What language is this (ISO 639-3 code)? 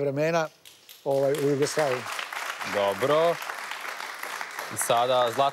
srp